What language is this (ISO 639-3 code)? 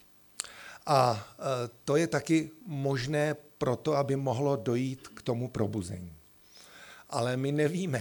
ces